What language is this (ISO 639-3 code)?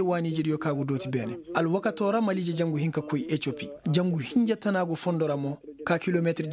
ses